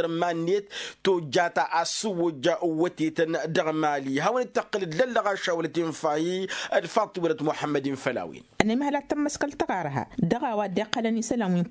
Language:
Tamasheq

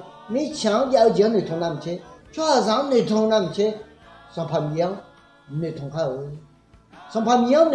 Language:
Akha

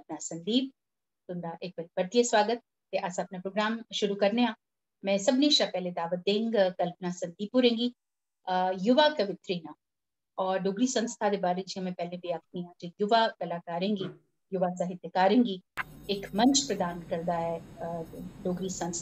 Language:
Dogri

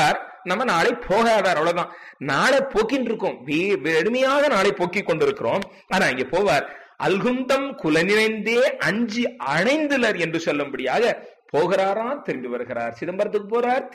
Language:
Tamil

